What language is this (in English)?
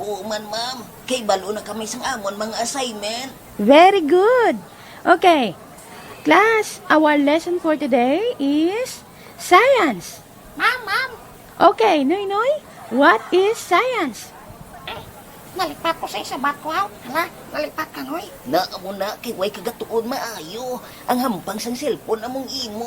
Hiligaynon